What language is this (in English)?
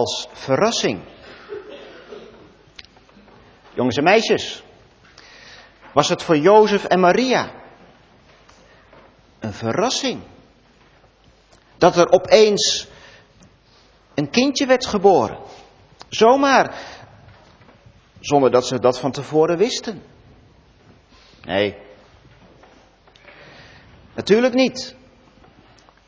Dutch